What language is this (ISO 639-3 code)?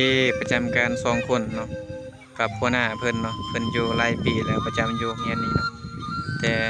lao